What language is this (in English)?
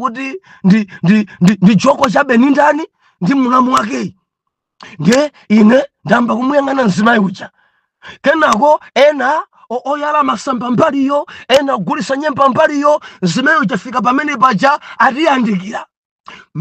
Nyanja